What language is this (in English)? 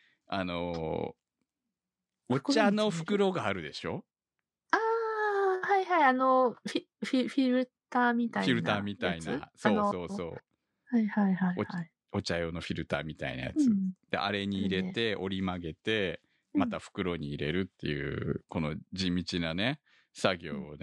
Japanese